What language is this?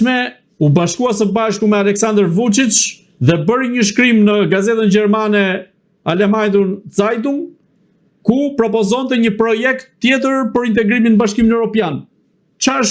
Albanian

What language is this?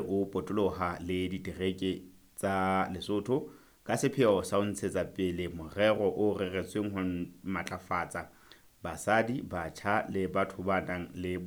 Southern Sotho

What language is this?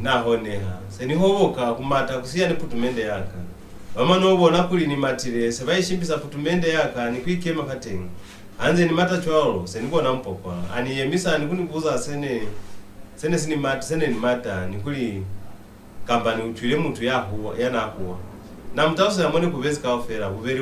Lozi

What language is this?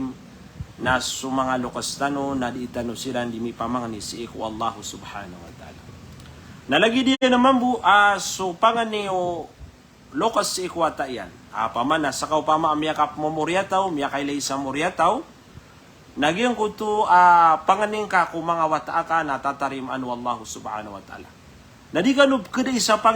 Maranao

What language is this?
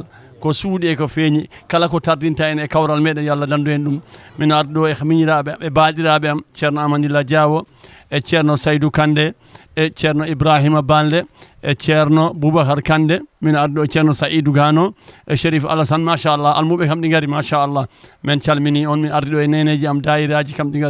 Fula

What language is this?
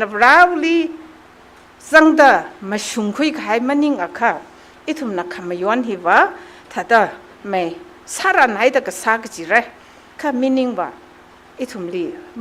Tangkhul Naga (India)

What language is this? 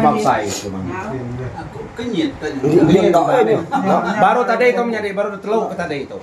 Iban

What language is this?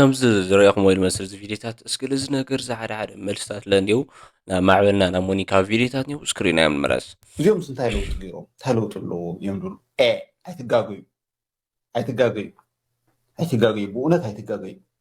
Tigrinya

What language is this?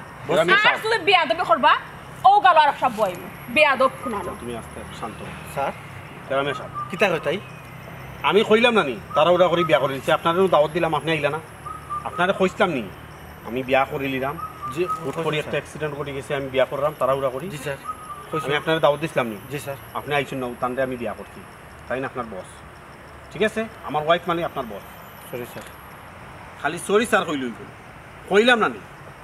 Sylheti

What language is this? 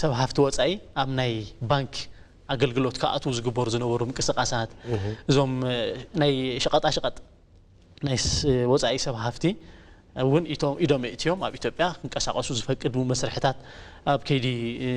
Tigrinya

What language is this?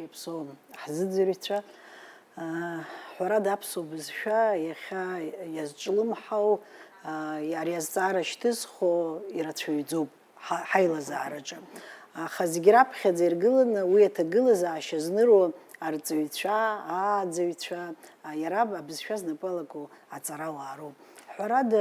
Abkhazian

